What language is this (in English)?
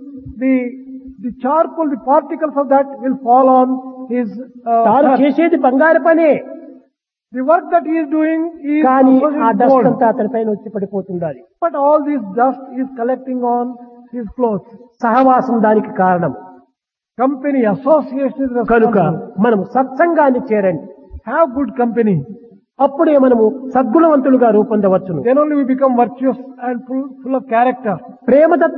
Telugu